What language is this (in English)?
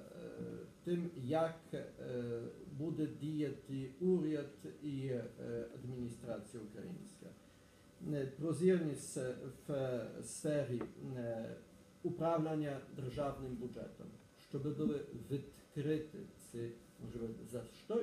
Ukrainian